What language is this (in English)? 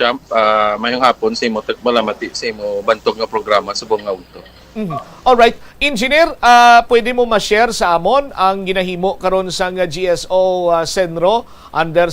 Hiligaynon